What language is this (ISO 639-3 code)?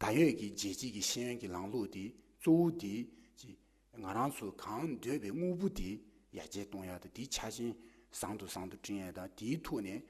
bod